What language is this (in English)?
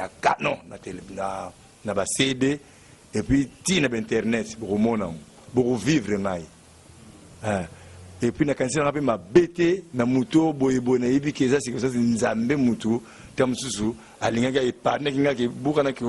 Lingala